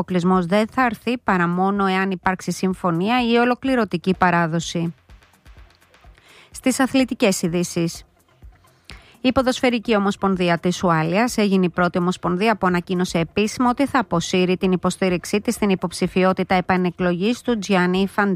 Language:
Greek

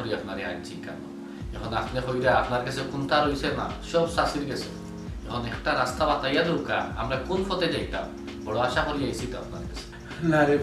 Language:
Sylheti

